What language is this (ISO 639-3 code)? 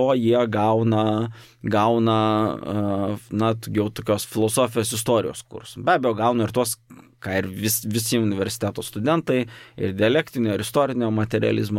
lit